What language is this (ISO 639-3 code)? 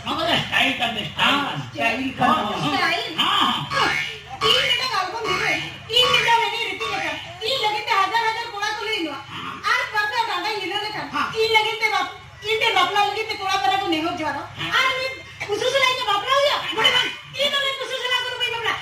sat